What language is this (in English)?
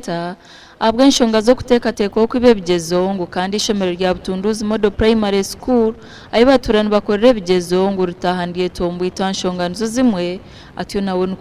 Nyankole